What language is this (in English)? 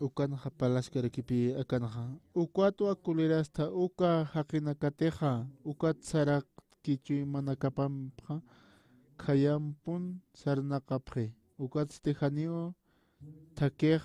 Aymara